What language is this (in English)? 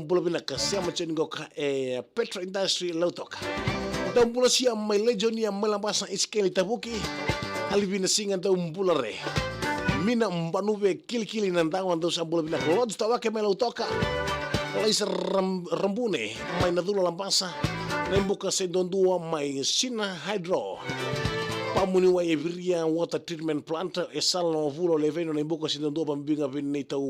Fijian